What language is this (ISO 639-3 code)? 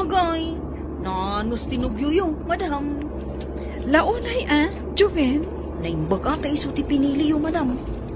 ilo